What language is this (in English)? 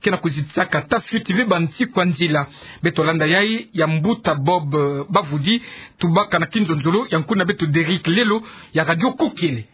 Kituba (Democratic Republic of Congo)